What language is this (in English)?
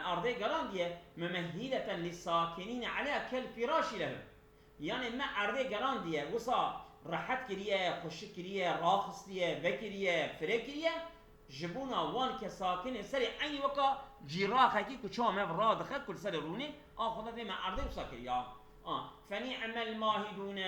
Kurdish